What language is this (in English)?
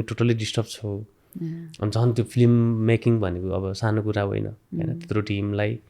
Nepali